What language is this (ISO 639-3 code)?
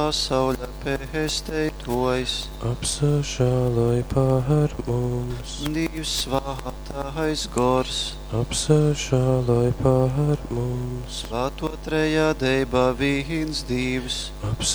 ltg